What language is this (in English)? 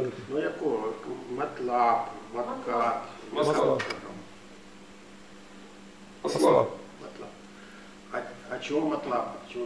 Ukrainian